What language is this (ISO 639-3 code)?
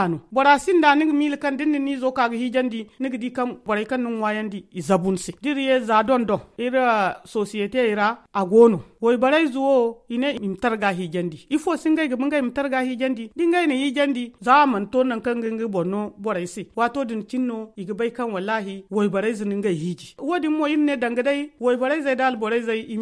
dje